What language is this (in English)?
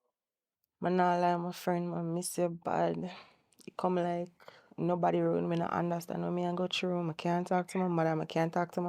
Jamaican Creole English